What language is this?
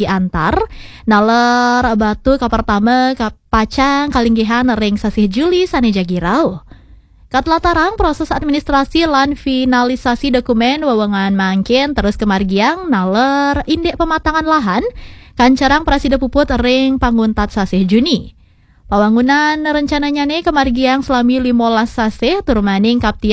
Balinese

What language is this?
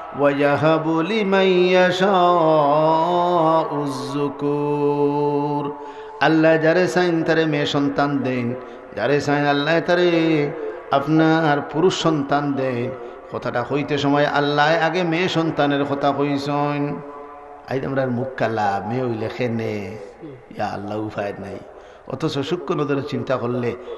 Sylheti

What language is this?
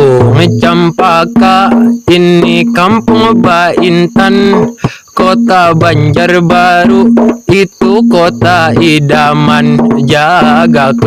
Banjar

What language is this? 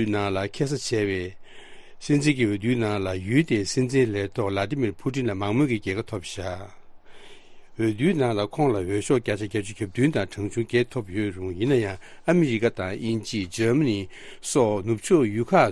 Tibetan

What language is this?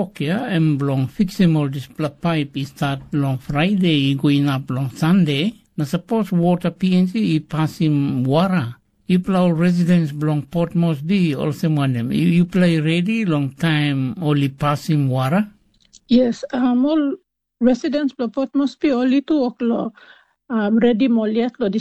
Tok Pisin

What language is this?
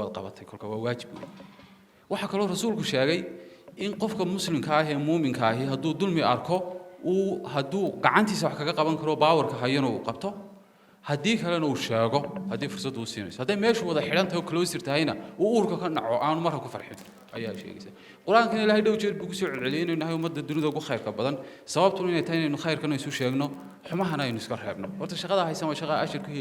Somali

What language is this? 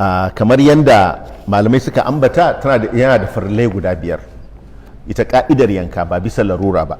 Hausa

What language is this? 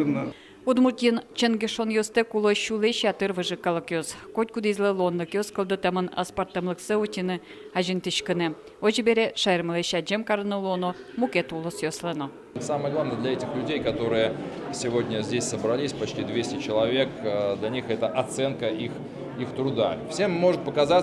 Udmurt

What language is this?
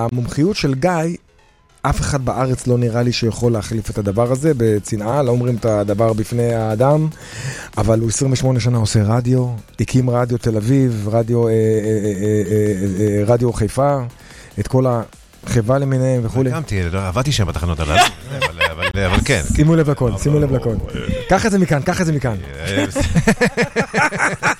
Hebrew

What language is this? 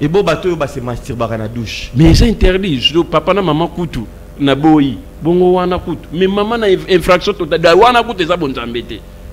Lingala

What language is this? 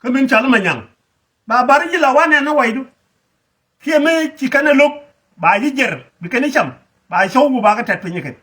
Nuer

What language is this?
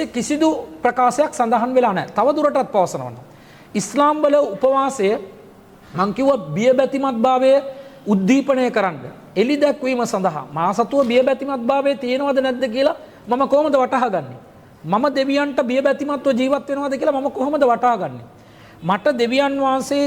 Sinhala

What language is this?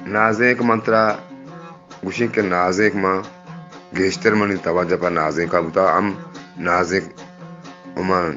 Eastern Balochi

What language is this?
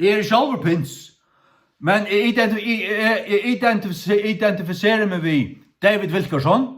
Faroese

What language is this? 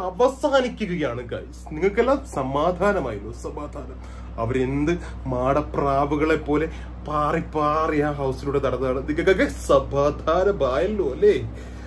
Malayalam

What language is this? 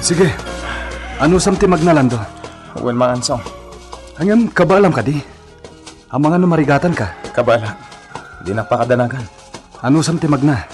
Iloko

